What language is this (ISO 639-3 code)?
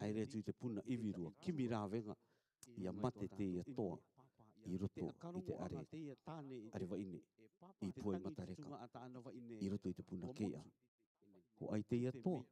rar